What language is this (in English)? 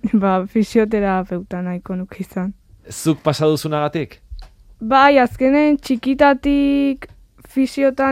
Basque